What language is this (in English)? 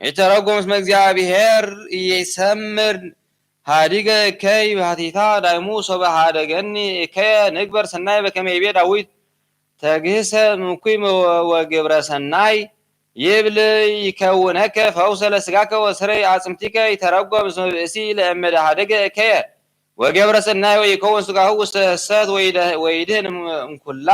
Geez